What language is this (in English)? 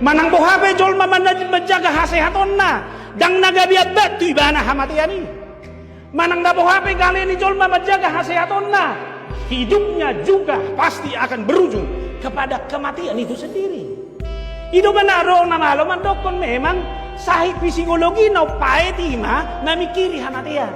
Batak Toba